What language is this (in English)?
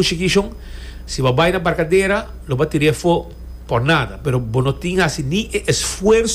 Papiamento